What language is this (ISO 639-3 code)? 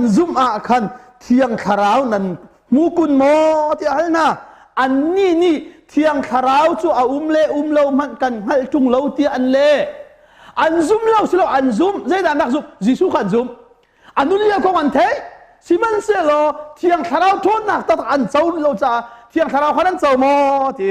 cnh